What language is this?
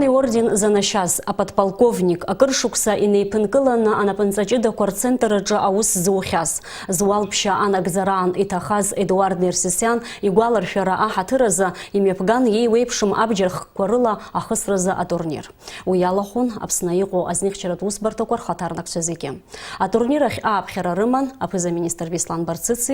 Abkhazian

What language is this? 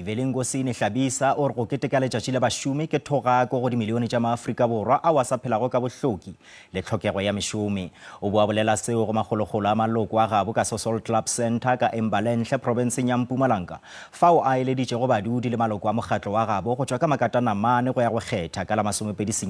Northern Sotho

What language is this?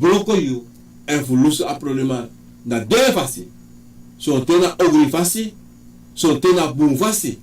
Sranan Tongo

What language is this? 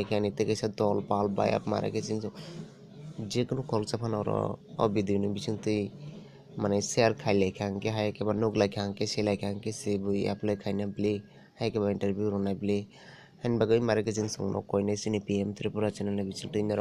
Kok Borok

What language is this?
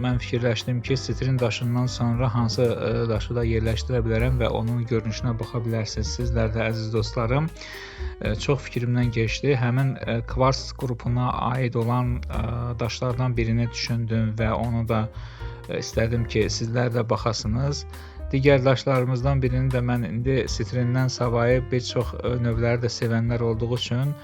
Azerbaijani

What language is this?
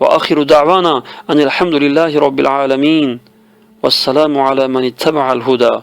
Tajik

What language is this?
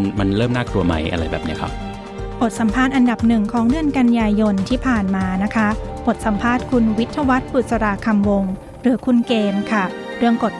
Thai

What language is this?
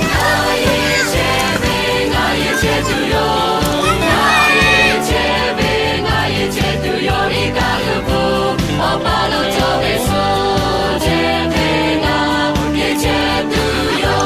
Lahu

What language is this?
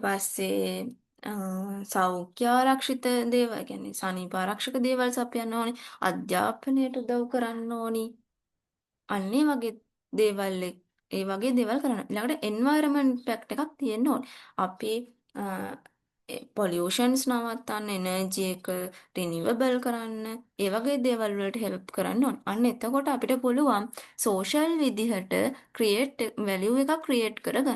Sinhala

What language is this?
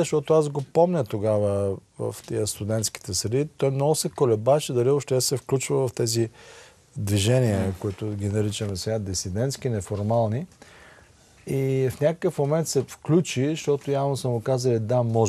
Bulgarian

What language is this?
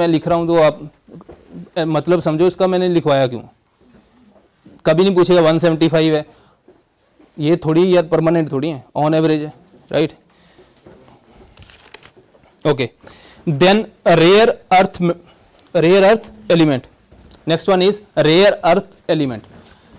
Hindi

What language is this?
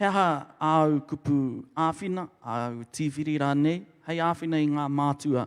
Māori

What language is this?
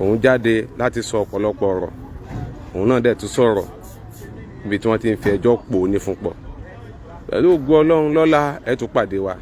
Yoruba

